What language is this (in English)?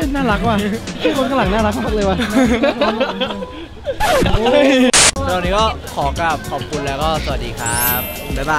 Thai